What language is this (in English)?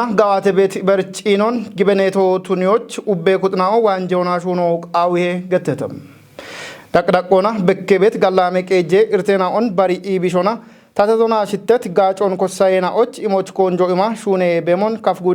Kafa